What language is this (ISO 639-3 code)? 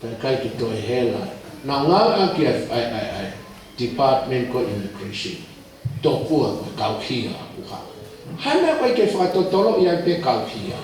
ton